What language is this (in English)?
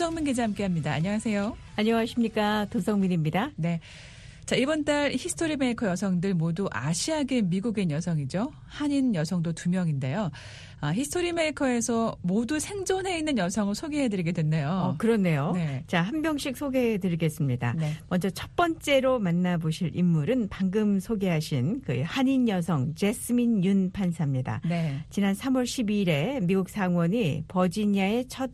Korean